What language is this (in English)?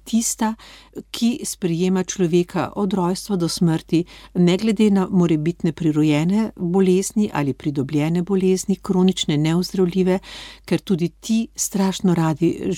Slovenian